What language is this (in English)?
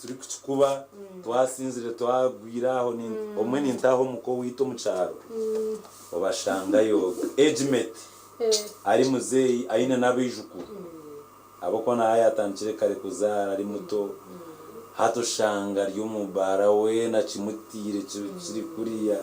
Nyankole